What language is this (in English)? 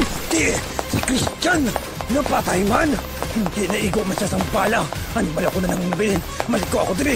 Hiligaynon